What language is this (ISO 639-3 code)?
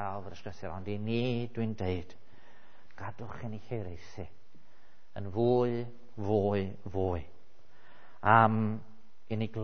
cym